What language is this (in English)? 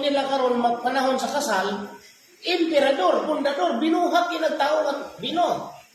Cebuano